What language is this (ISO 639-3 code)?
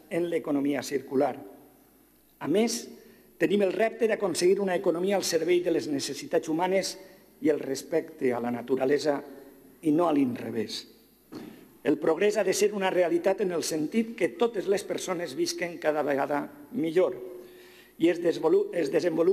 cat